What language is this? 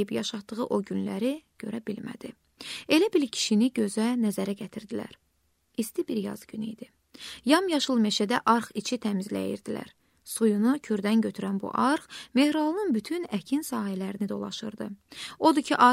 Azerbaijani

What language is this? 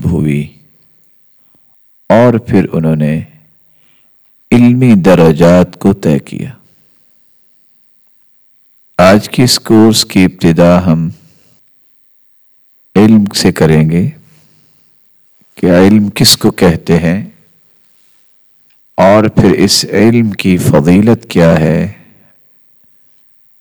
Urdu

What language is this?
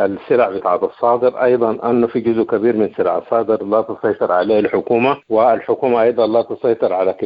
Sudanese Arabic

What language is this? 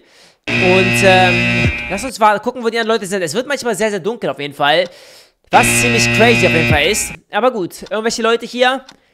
German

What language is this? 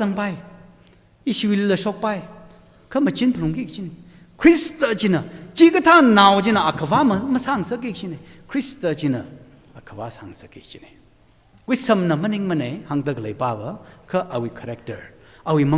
Tangkhul Naga (India)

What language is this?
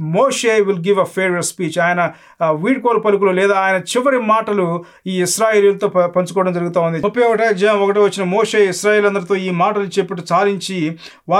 Telugu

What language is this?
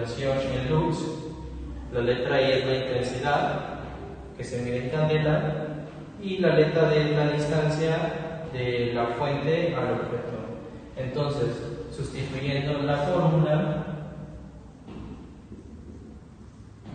Spanish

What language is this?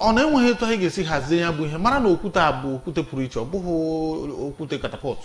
Igbo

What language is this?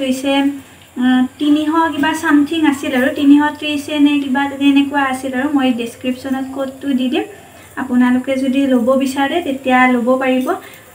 Assamese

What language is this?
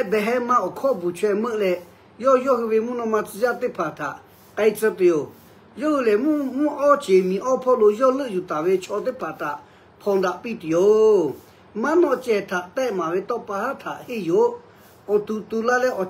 Lahu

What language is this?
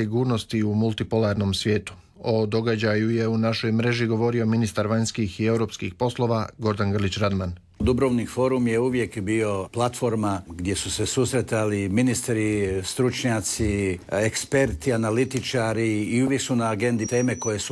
Croatian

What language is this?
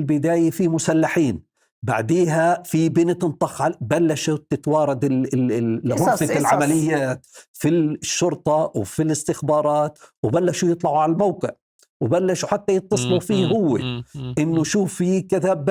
North Levantine Arabic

